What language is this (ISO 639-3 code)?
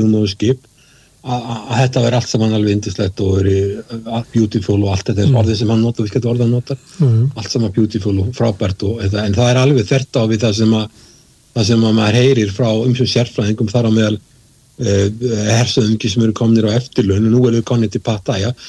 isl